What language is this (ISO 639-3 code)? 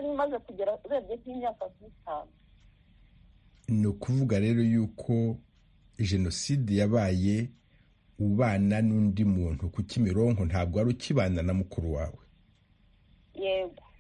kin